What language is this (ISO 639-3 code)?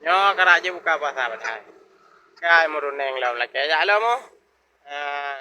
ace